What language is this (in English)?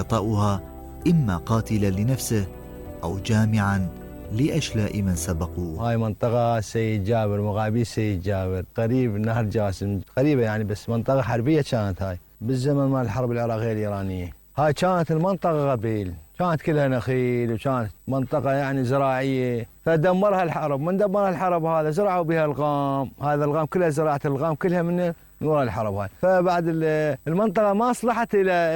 Mesopotamian Arabic